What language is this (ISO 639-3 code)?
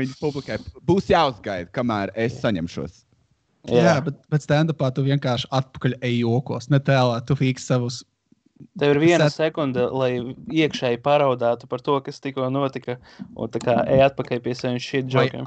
lav